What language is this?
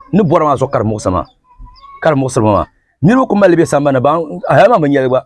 Dagbani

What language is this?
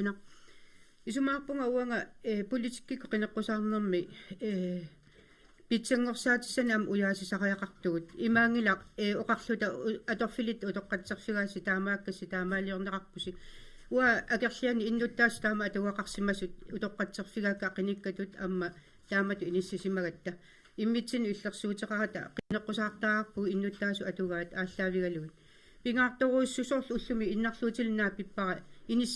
Kalaallisut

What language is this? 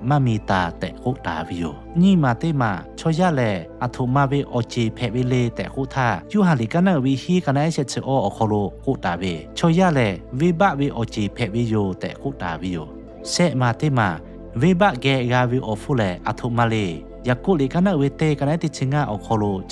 Lahu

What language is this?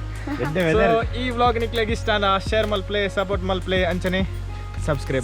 Tulu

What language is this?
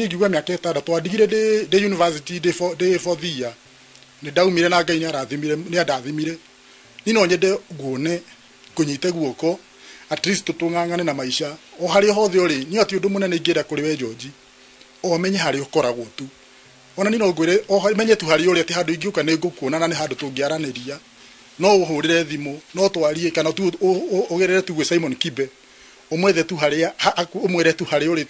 Kikuyu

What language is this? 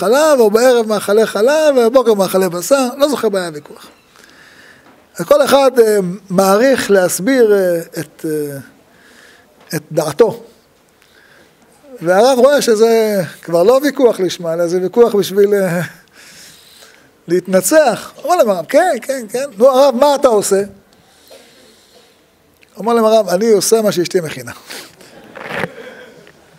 Hebrew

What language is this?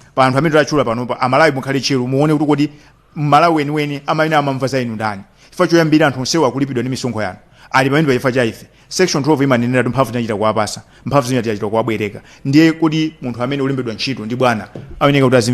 Nyanja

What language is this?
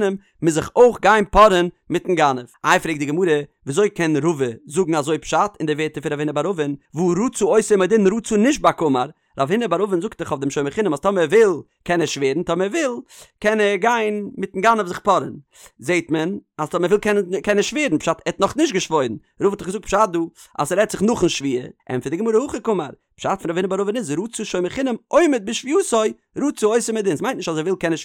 Yiddish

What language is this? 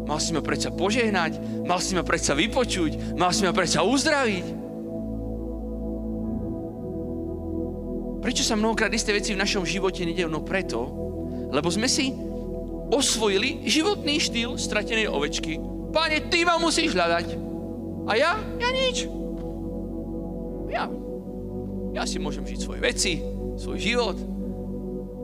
Slovak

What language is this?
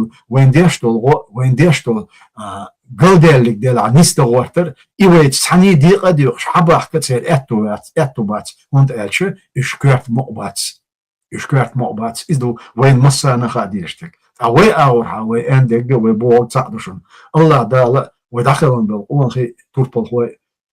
Chechen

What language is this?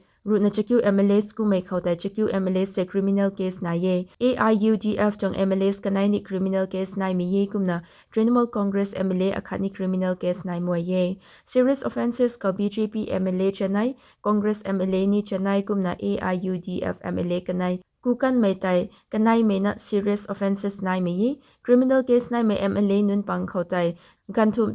Rongmei Naga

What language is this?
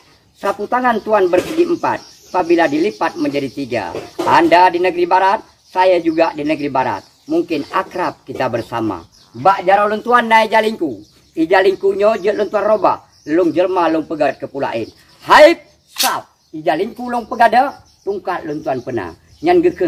Achinese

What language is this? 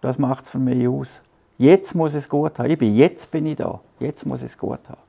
Swiss German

